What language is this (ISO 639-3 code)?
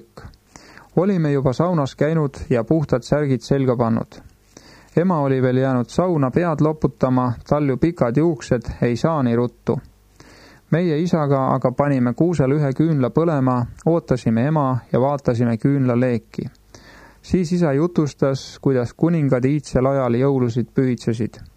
est